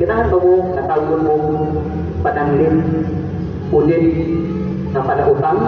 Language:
Cebuano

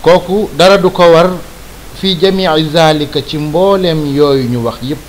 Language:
Wolof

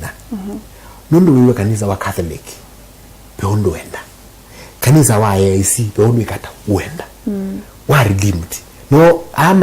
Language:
Kamba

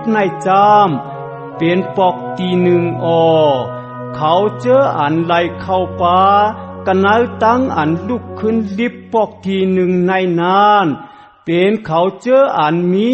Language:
Shan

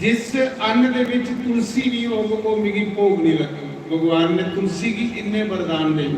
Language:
Dogri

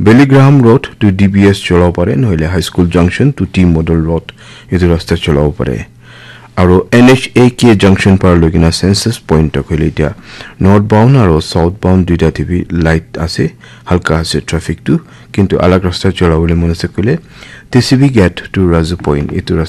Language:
Naga Pidgin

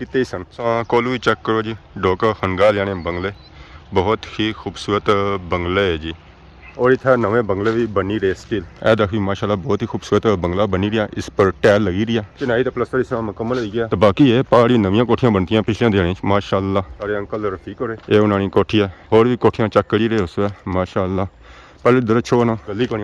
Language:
Pahari-Potwari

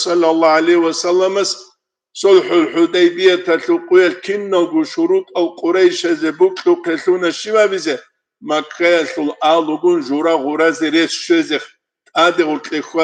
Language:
Avaric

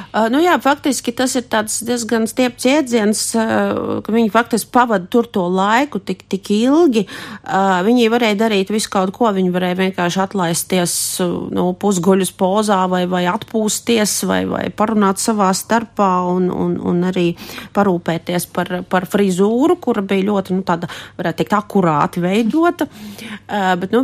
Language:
Latvian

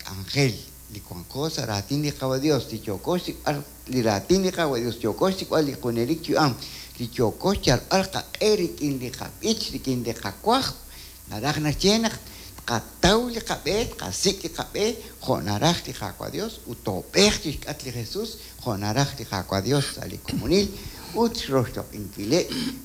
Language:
Kekchí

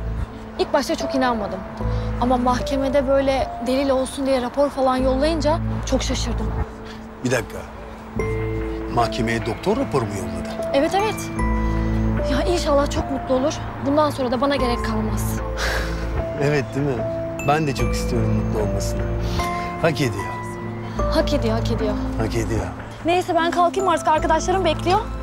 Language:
Turkish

